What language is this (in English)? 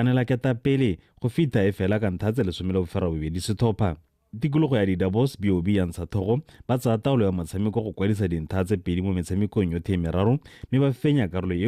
Tswana